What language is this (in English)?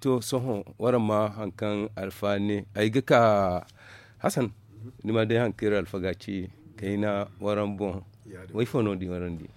Zarma